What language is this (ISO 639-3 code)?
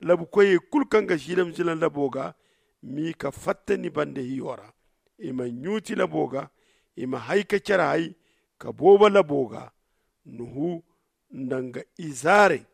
dje